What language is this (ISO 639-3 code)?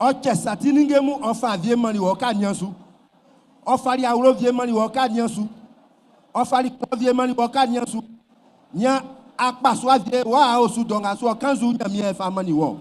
bci